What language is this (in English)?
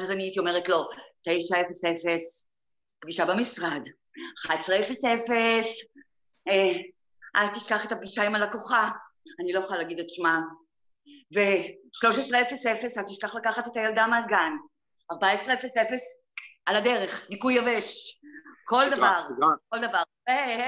Hebrew